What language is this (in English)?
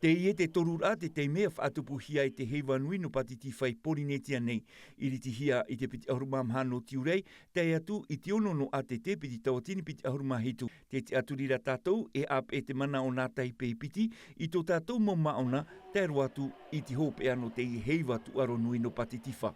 Tahitian